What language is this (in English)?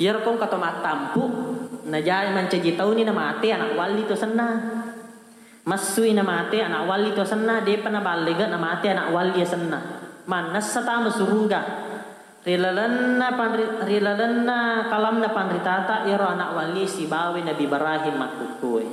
Buginese